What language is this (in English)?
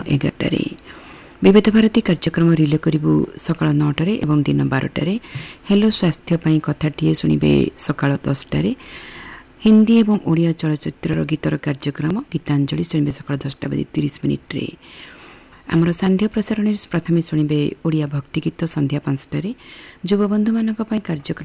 Odia